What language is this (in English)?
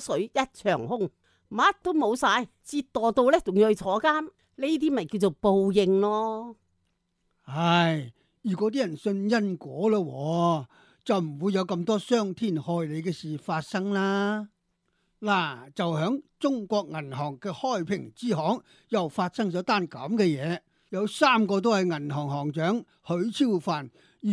Cantonese